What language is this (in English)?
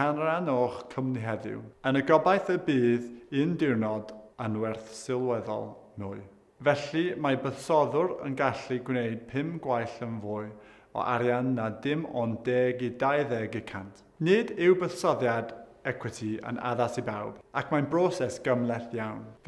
Welsh